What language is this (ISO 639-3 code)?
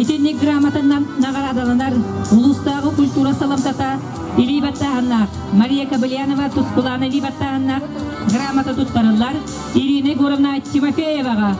sah